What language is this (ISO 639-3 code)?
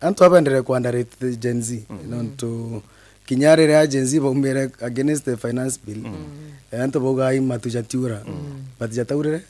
mer